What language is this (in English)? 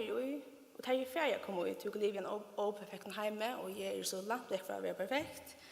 Faroese